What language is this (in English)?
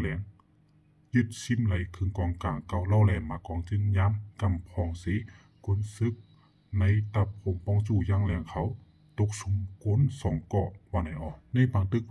Shan